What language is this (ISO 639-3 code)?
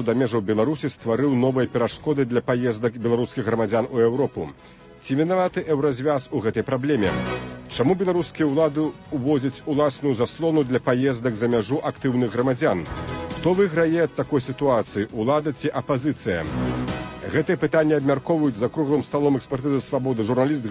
bel